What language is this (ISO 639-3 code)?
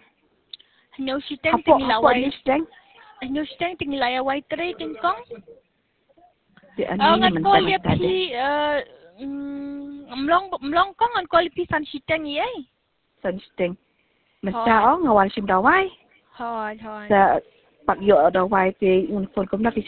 kha